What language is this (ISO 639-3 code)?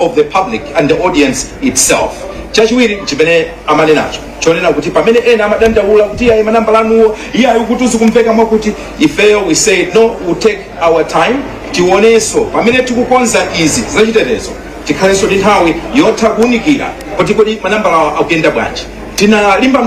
nya